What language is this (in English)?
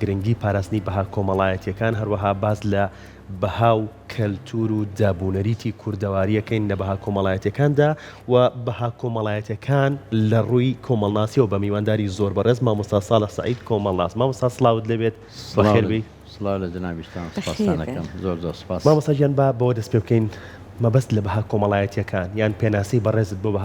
Central Kurdish